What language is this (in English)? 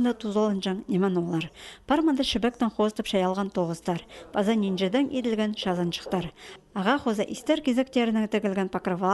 Khakas